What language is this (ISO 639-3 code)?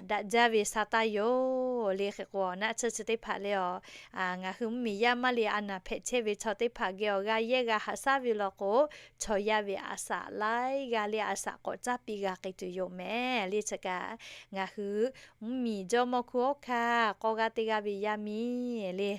lhu